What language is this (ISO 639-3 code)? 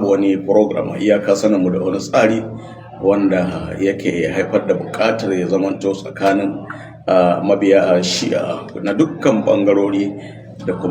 hau